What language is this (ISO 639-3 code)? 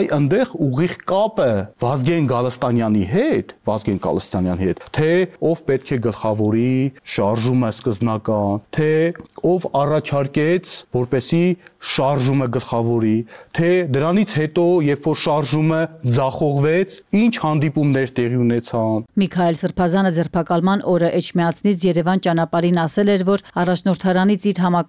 hye